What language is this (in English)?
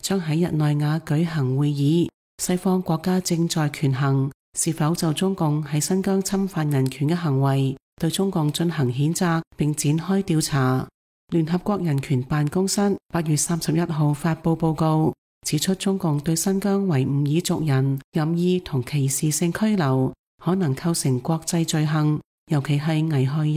Cantonese